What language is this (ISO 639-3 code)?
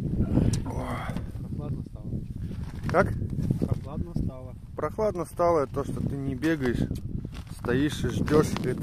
rus